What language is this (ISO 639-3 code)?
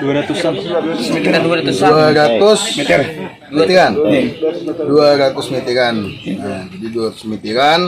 bjn